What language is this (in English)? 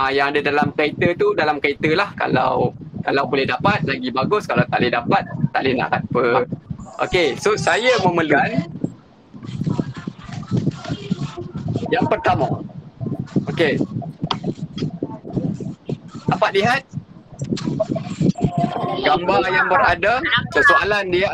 Malay